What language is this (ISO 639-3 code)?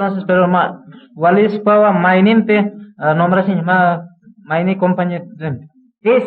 aym